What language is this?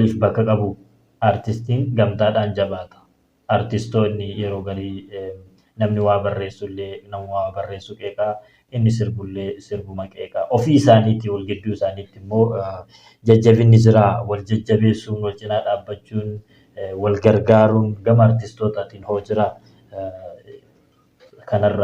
Oromo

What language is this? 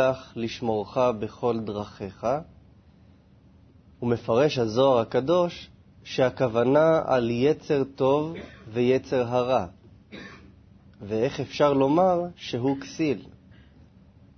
Hebrew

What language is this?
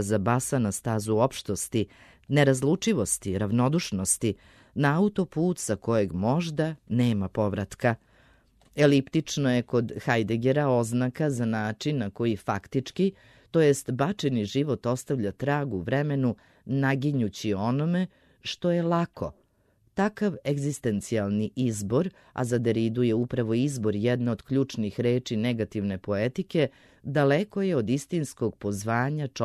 Serbian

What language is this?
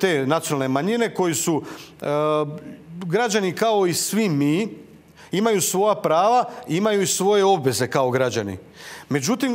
Croatian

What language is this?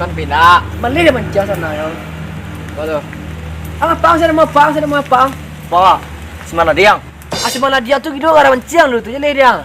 Minangkabau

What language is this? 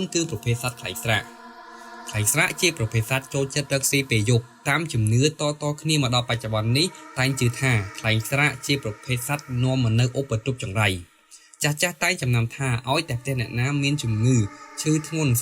Khmer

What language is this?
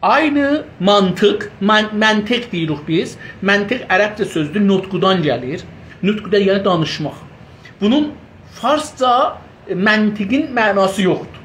South Azerbaijani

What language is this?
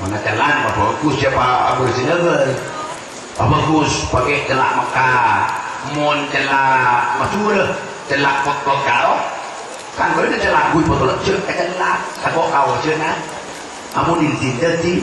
Madurese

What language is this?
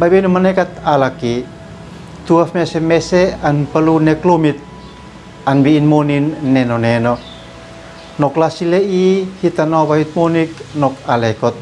Uab Meto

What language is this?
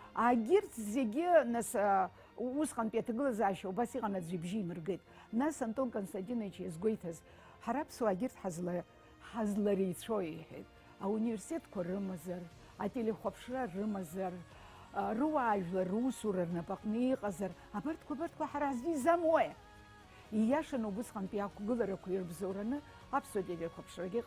Abkhazian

